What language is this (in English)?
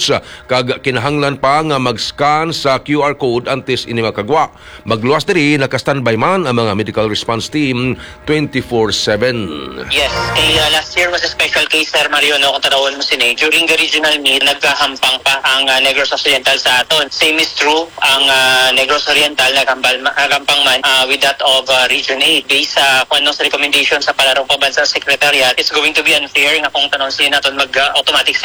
Hiligaynon